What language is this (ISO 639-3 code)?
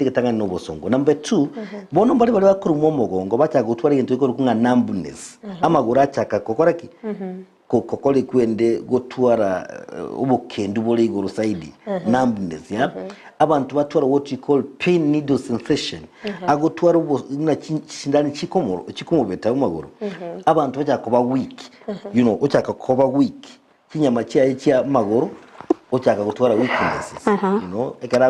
guz